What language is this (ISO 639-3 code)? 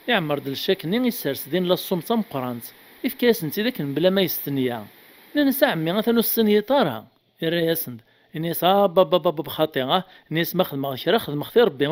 kab